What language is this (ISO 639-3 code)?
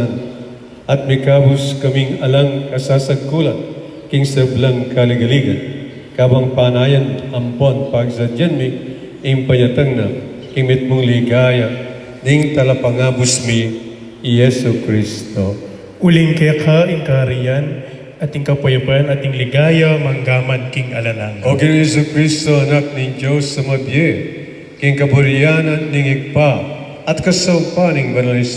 pam